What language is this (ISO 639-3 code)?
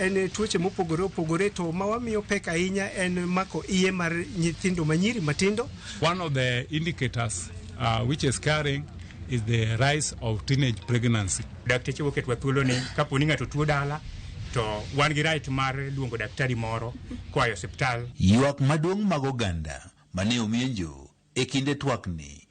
luo